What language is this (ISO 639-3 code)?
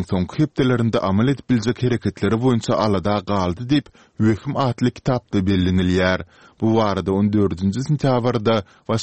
tuk